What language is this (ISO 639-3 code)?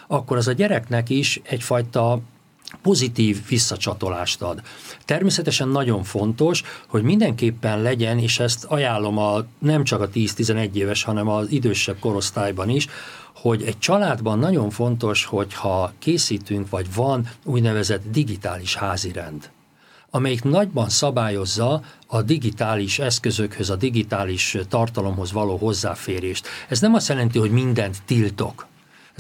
hun